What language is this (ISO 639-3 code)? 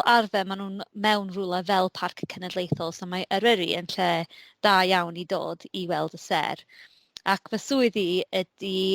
cym